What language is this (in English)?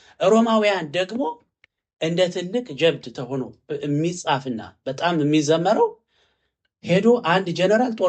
Amharic